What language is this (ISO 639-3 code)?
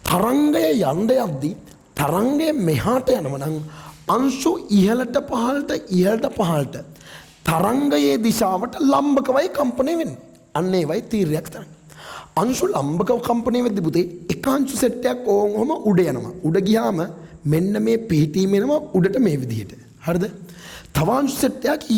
sin